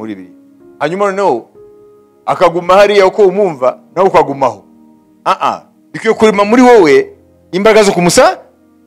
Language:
Kinyarwanda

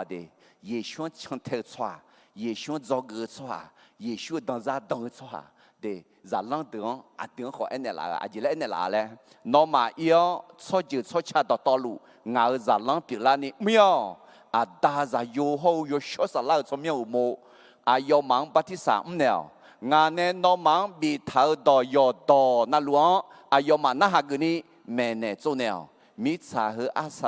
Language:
Akha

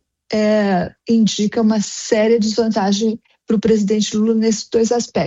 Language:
Portuguese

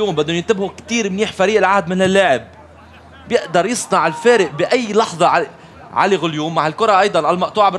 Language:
North Levantine Arabic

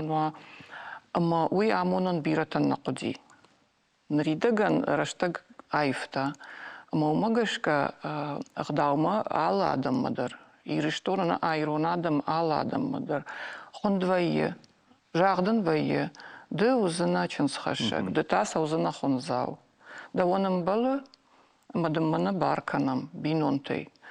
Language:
Ossetic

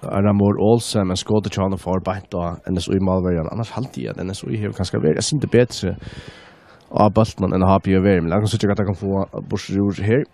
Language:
Faroese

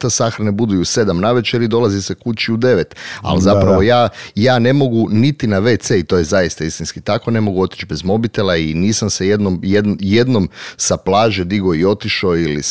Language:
Croatian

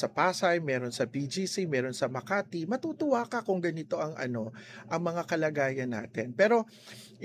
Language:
Filipino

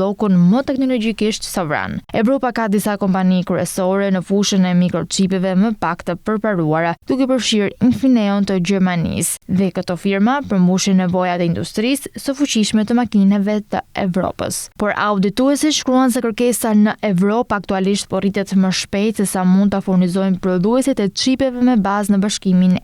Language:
Albanian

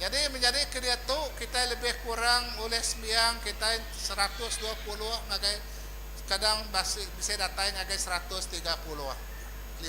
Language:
Iban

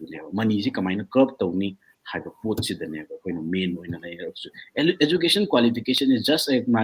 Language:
Manipuri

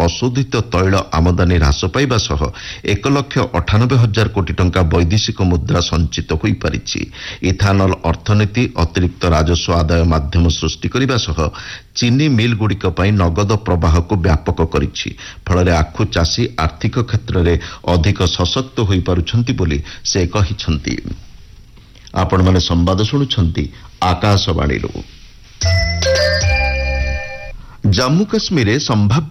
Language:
Odia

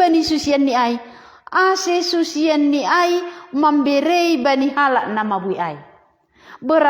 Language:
Batak Simalungun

